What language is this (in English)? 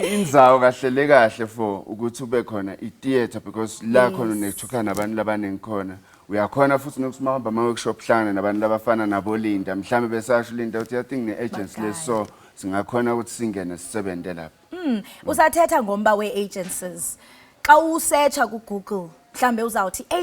Zulu